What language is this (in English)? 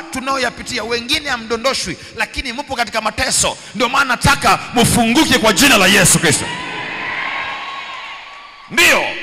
Swahili